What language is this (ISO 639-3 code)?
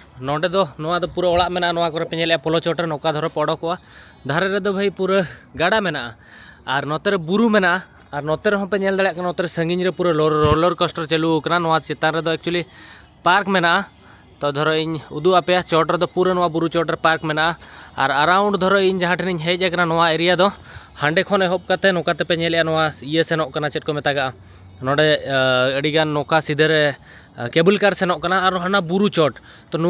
sat